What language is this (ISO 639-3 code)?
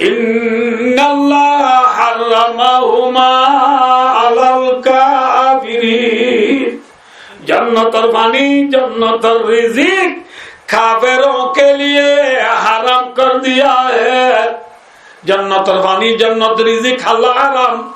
rhg